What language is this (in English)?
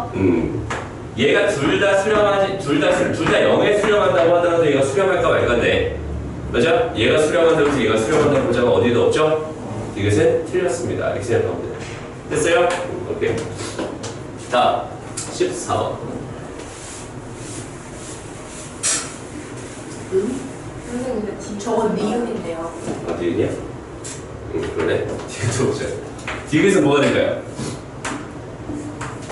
Korean